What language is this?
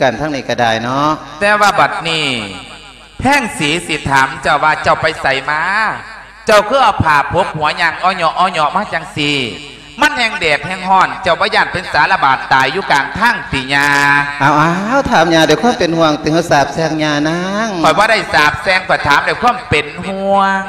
Lao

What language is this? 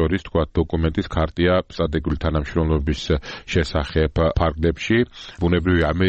Georgian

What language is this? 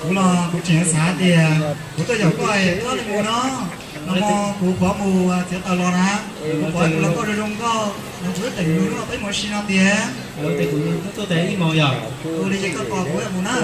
Hmong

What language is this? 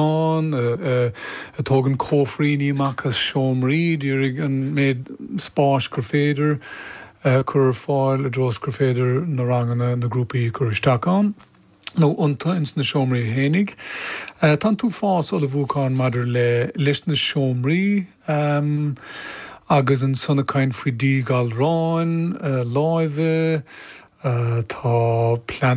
Irish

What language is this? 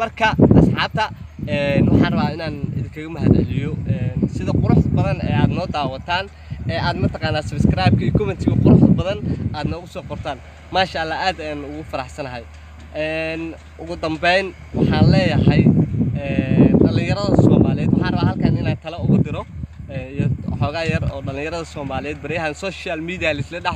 Somali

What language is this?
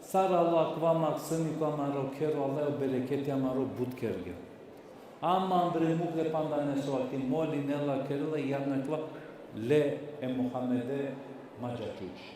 Balkan Romani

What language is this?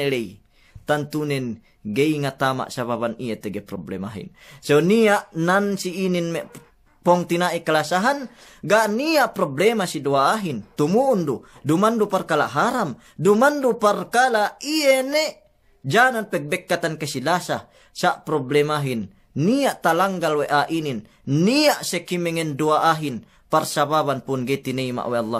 Yakan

